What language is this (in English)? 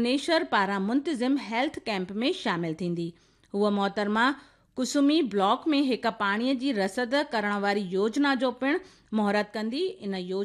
Sindhi